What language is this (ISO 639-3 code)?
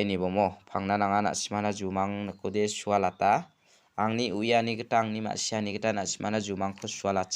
grt